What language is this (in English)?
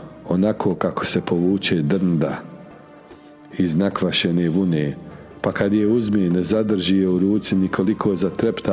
Bosnian